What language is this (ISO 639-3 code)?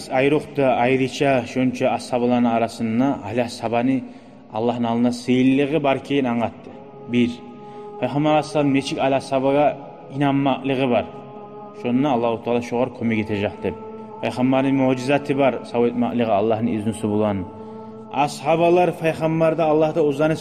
kum